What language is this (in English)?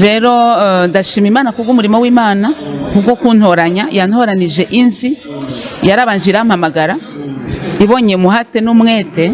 Kinyarwanda